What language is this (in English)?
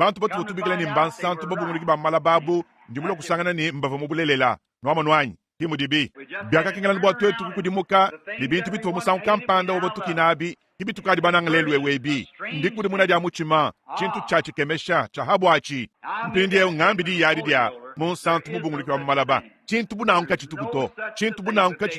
Luba-Lulua